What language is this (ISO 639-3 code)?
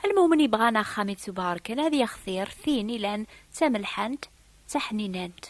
kab